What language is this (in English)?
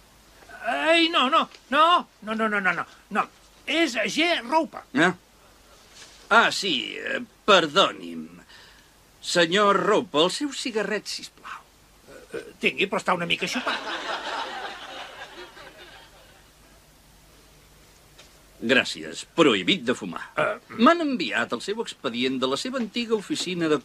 Catalan